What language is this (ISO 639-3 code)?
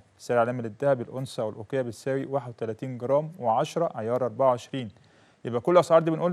arz